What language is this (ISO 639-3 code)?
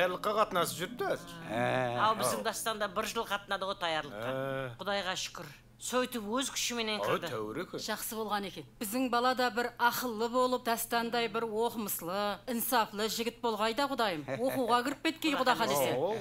kaa